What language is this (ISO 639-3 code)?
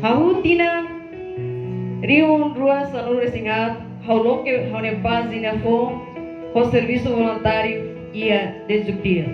tet